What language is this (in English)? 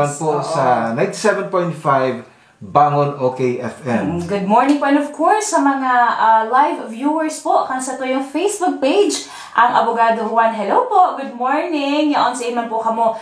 Bikol